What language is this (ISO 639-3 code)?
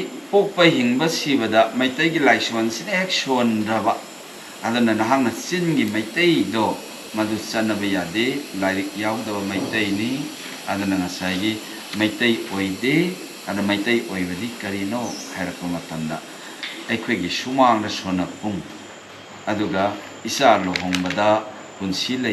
mni